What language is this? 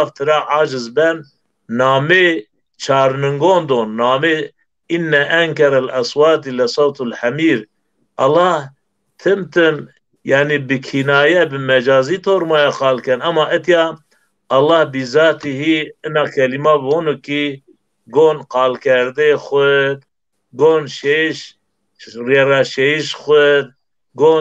Zaza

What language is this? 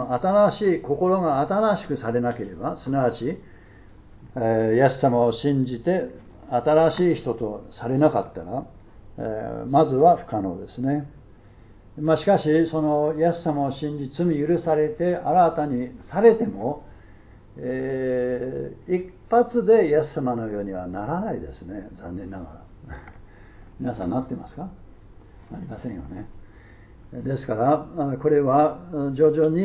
Japanese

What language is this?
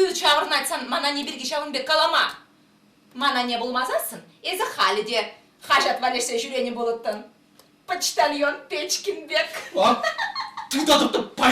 Chuvash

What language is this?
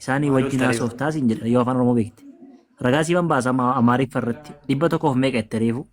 Oromo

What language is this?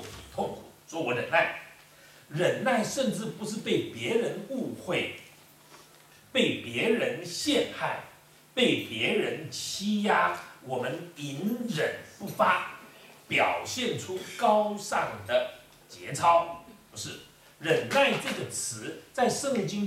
Chinese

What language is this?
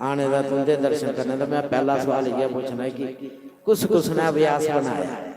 Dogri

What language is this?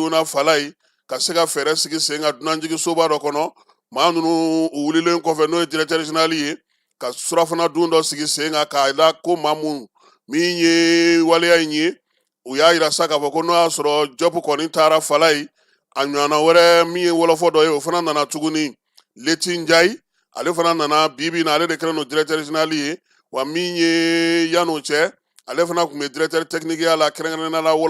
Bambara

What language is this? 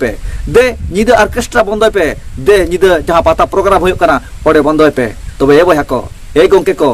Santali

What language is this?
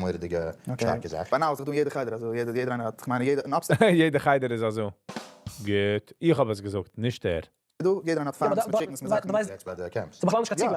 Yiddish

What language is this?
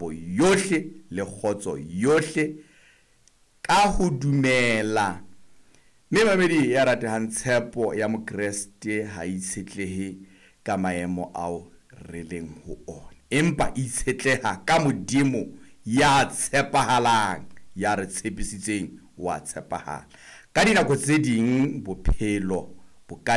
Southern Sotho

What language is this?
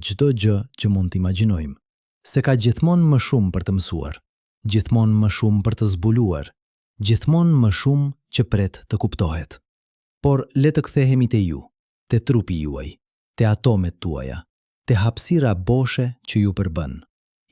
Albanian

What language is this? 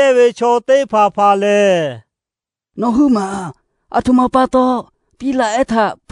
Lahu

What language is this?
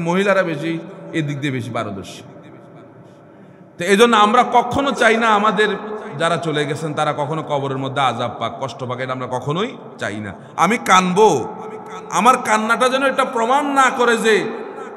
Bangla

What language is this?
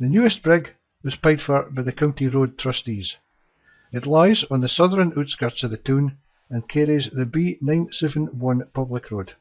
Scots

